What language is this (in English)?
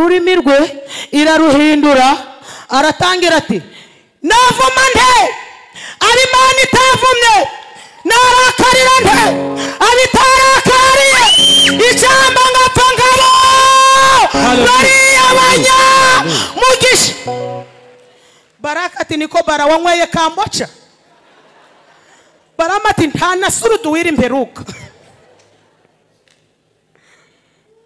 Kinyarwanda